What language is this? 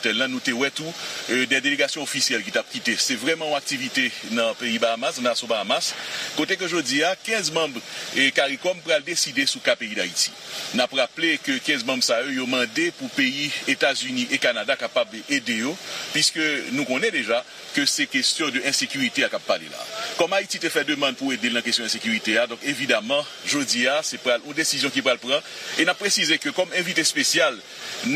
Haitian Creole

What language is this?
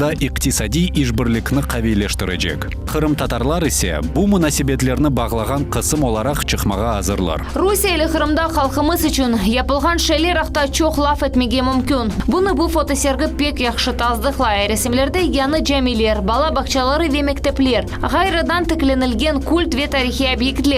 Crimean Tatar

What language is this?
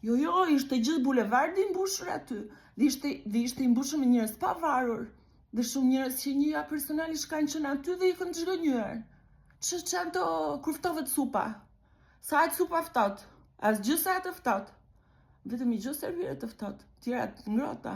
Albanian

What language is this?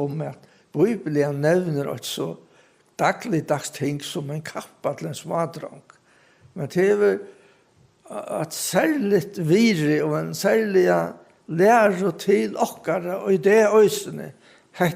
Faroese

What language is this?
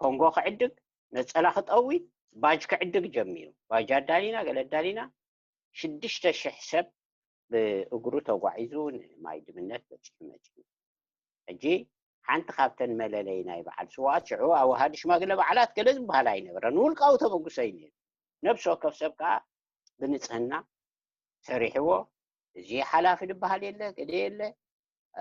Tigrinya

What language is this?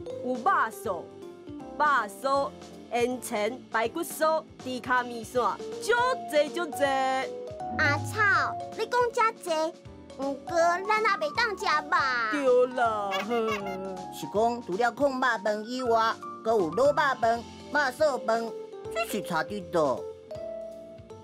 Min Nan Chinese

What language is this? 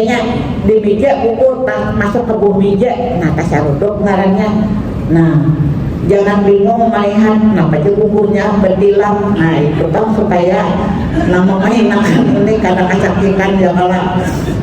Banjar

